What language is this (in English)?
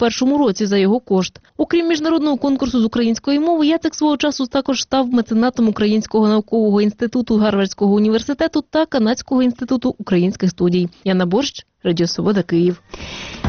Ukrainian